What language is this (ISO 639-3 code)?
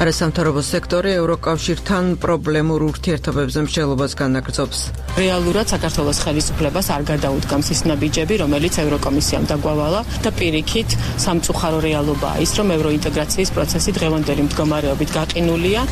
kat